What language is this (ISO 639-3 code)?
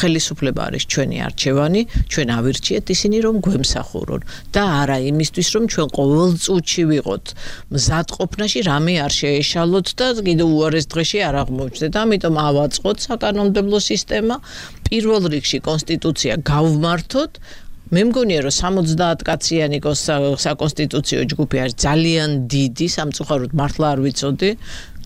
kat